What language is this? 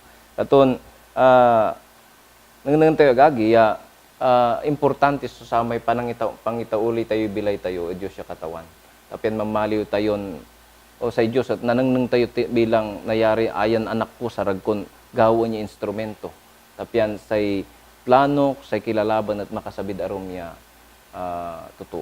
Pangasinan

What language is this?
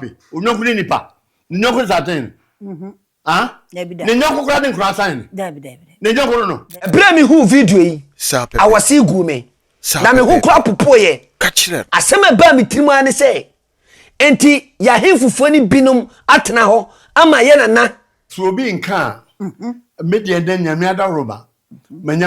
Akan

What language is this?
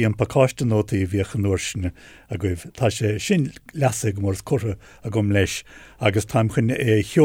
Irish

